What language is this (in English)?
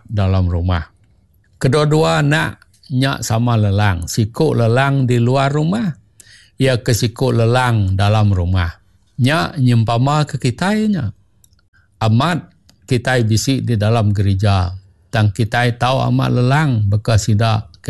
Iban